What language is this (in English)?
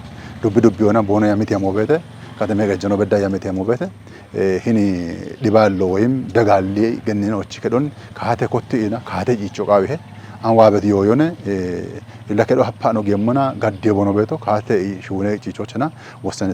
Kafa